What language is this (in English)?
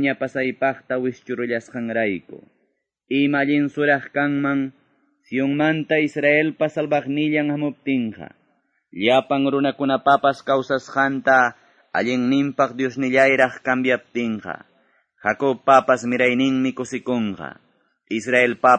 Quechua